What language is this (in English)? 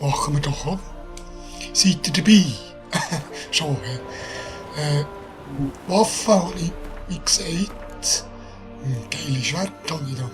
Swiss German